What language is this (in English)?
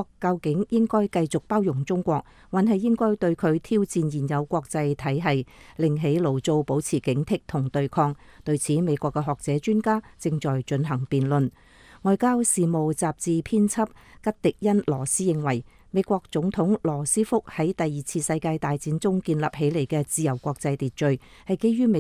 Cantonese